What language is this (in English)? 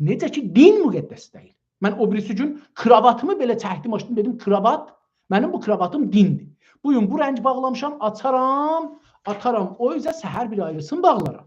South Azerbaijani